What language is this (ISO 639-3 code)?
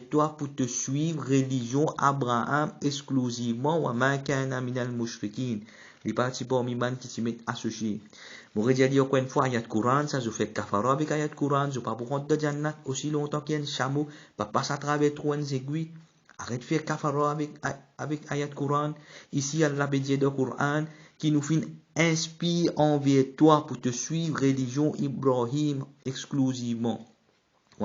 mfe